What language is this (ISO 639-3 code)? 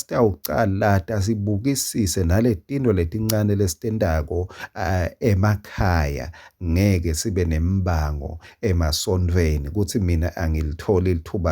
ssw